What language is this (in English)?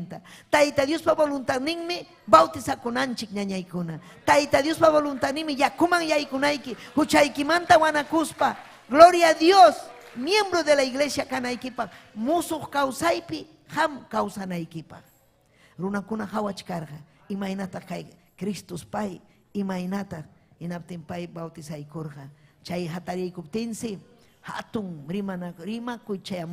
Ayacucho Quechua